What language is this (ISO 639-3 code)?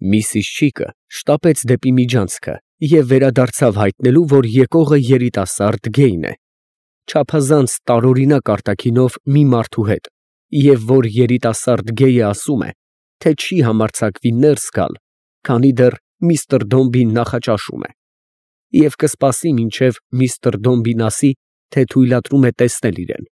hye